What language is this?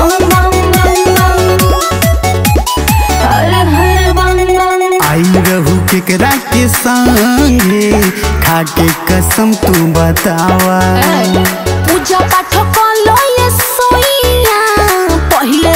Bhojpuri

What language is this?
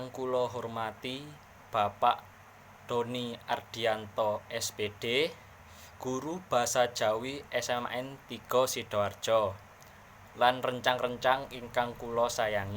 Javanese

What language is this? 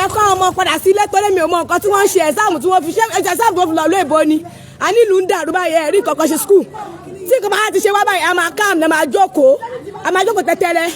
Yoruba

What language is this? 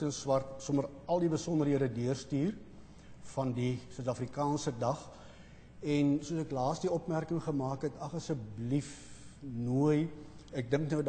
Afrikaans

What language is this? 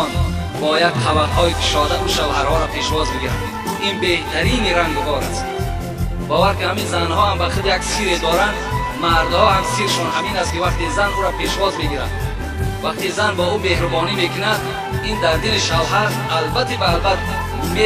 Tajik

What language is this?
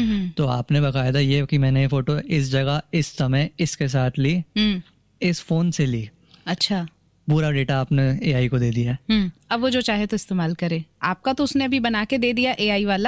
Hindi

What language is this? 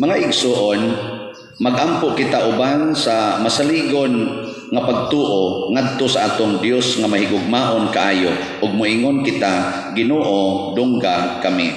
Cebuano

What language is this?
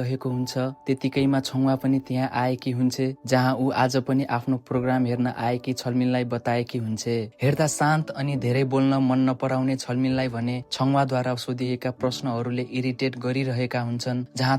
Nepali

